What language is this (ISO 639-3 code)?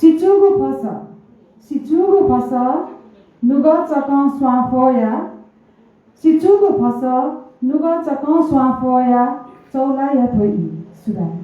new